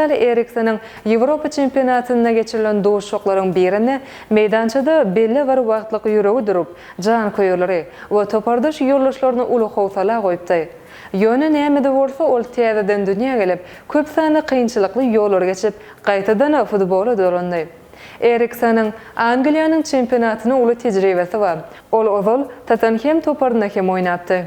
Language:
Turkmen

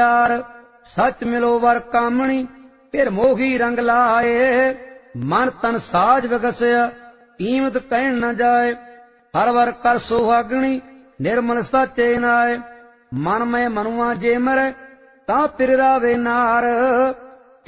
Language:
Punjabi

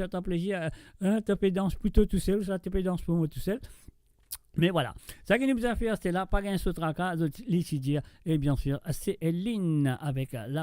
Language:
Morisyen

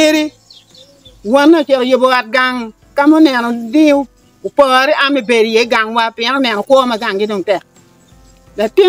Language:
Acoli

